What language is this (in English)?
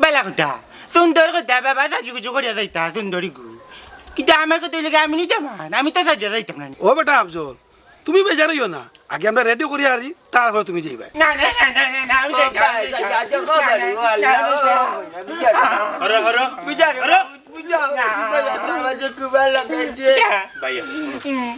Sylheti